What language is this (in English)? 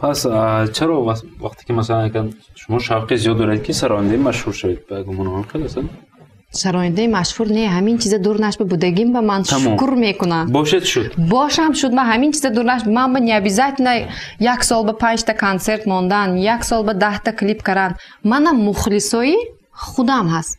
Tajik